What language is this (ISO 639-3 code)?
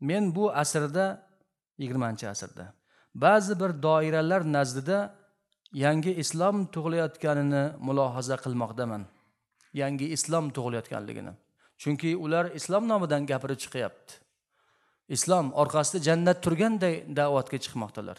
uzb